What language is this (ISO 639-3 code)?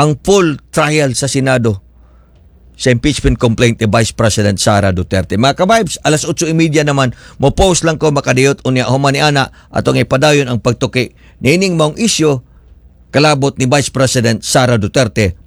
ceb